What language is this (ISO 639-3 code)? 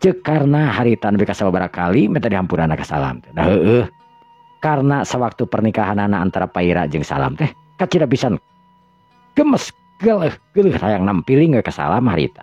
sun